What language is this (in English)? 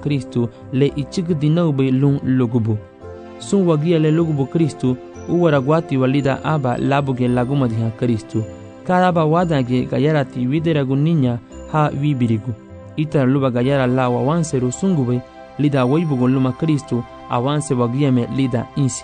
Garifuna